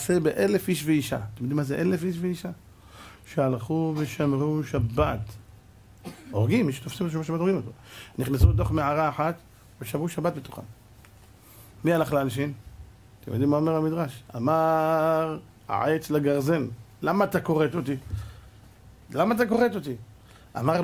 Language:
Hebrew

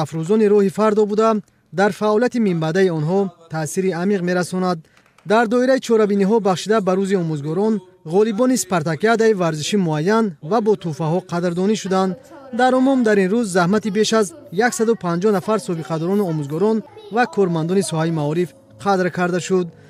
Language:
Tajik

